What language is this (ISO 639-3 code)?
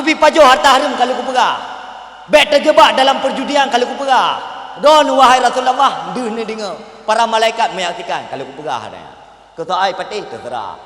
ace